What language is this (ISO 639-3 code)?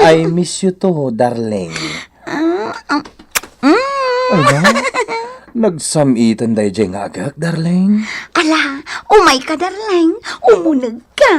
ilo